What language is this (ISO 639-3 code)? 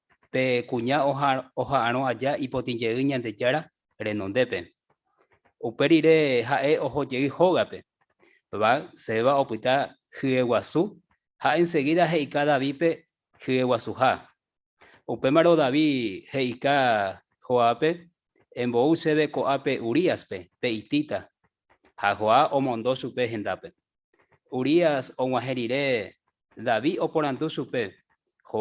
grn